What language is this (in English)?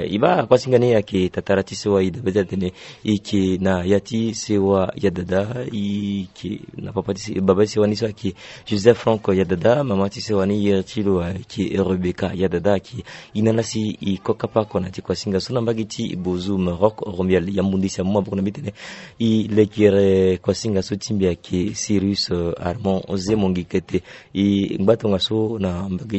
Sango